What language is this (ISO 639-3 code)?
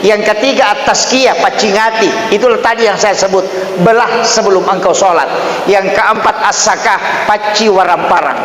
bug